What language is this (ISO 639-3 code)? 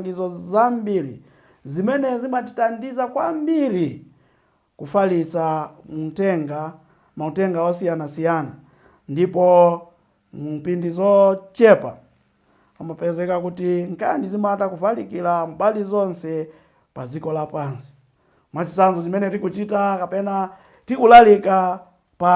nya